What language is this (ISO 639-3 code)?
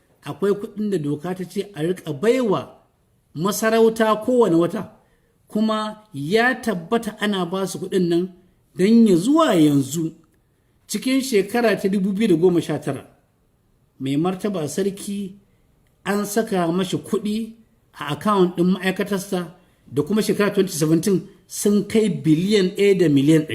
hau